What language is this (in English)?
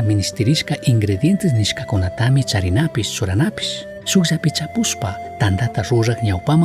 Chimborazo Highland Quichua